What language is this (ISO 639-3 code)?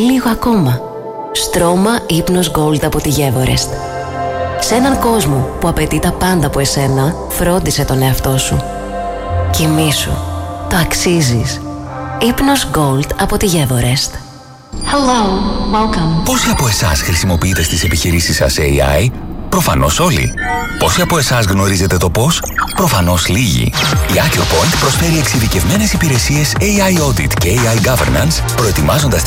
ell